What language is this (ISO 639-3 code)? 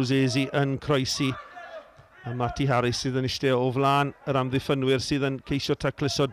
cym